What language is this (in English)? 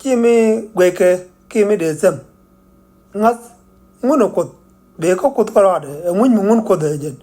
Nuer